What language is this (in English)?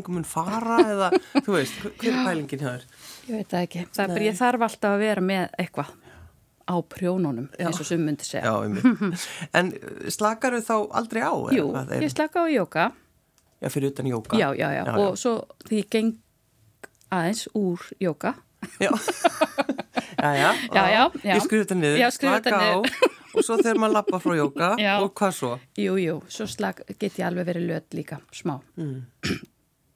Icelandic